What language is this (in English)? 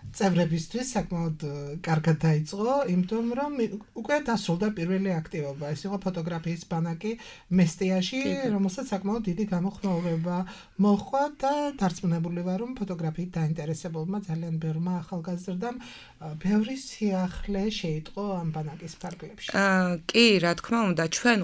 Georgian